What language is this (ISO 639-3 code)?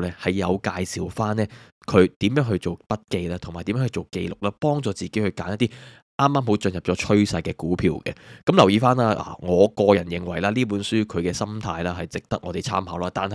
yue